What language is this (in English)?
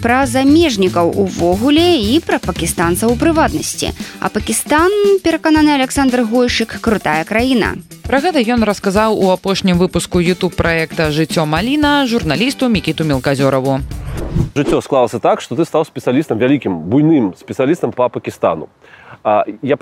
Belarusian